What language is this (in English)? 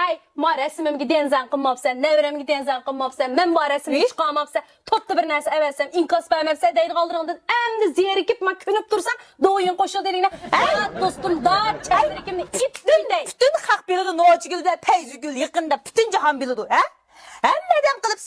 Uyghur